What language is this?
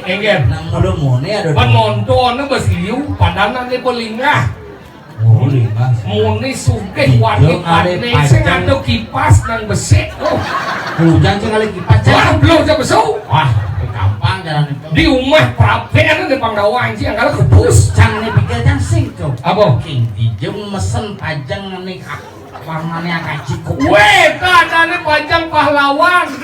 Balinese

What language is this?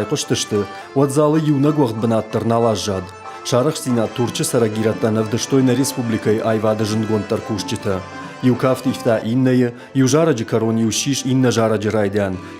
Ossetic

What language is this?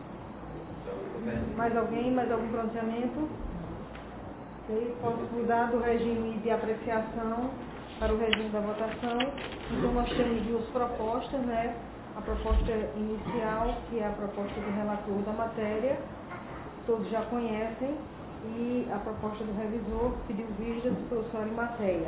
Portuguese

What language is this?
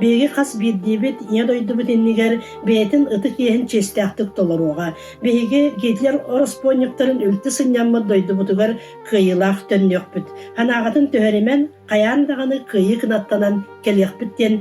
Yakut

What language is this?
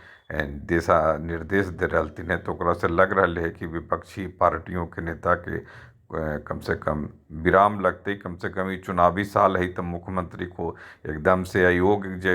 Magahi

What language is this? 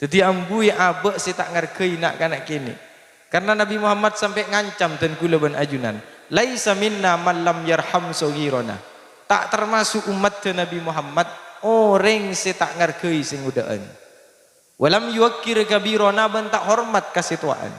Madurese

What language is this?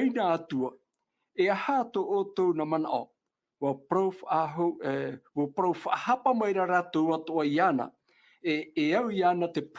Tahitian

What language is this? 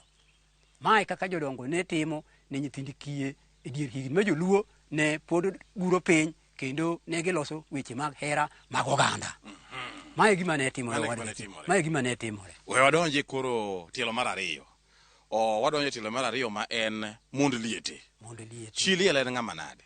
Luo (Kenya and Tanzania)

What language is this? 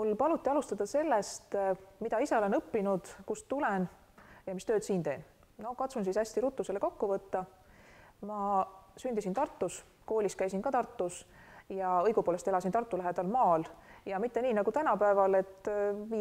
Estonian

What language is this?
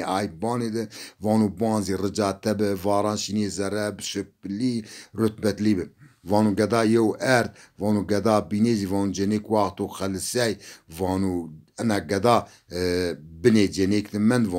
Zaza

